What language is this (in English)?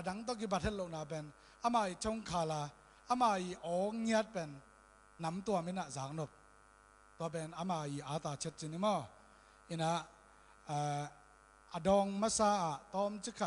Tedim Chin